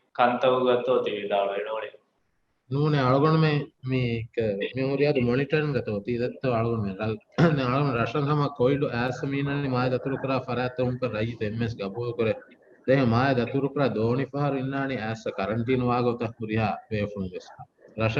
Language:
Divehi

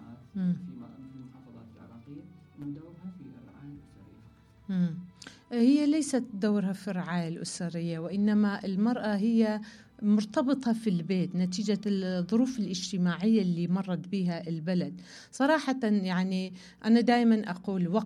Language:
Mesopotamian Arabic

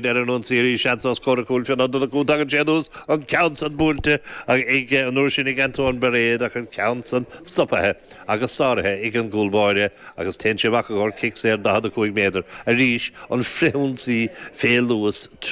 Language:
Irish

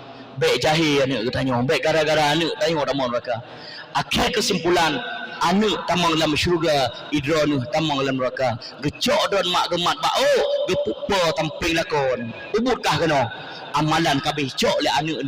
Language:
Achinese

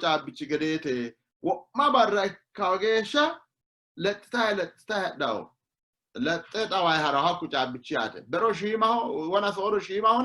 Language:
Sidamo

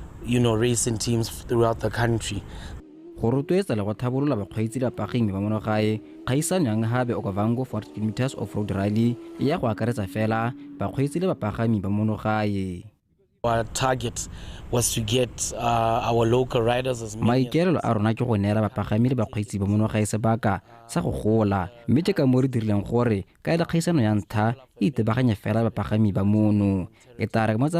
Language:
Tswana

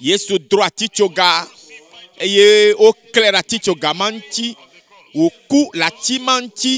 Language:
Ewe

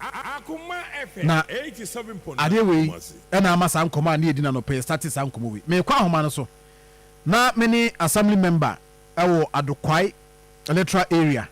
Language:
Akan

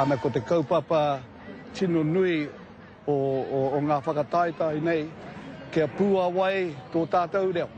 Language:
Māori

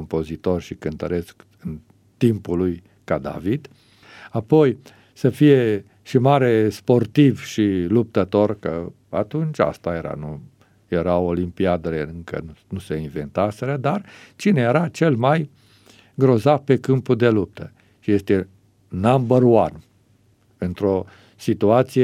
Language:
Romanian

